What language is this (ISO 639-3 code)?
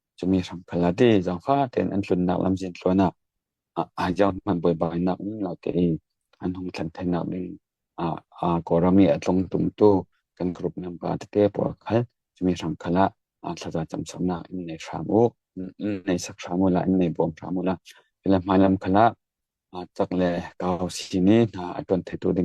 cfm